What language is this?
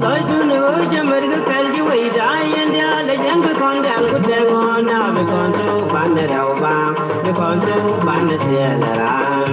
Nuer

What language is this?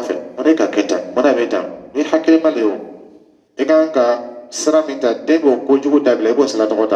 Dyula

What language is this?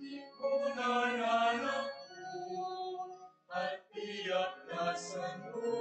Pampanga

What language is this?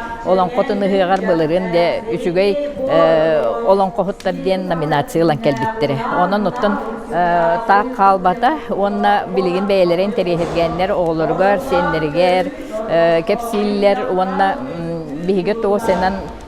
Yakut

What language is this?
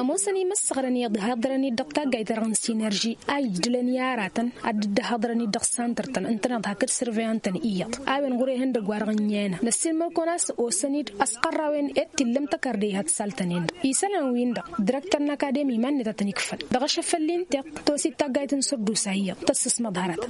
Tamasheq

